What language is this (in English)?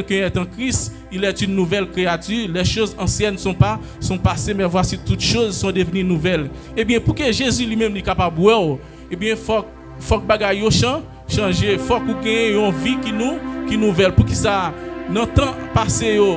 Haitian Creole